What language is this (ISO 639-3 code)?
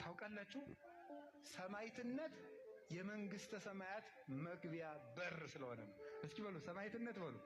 amh